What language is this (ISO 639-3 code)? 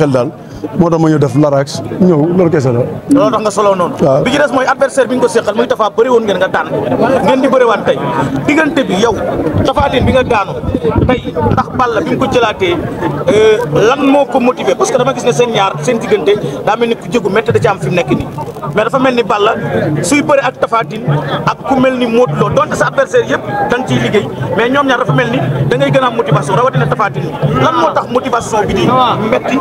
wol